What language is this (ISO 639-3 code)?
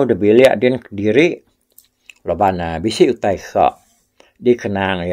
iba